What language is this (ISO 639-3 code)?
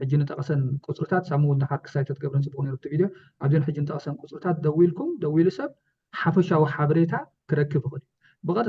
tir